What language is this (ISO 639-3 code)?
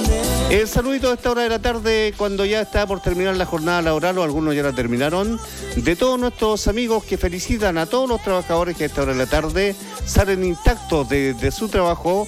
spa